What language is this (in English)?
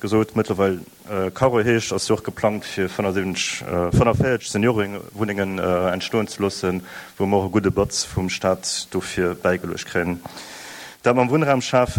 Luxembourgish